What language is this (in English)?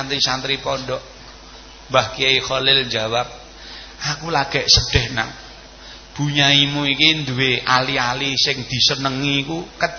Javanese